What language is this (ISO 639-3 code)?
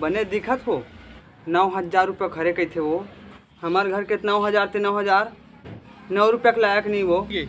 hne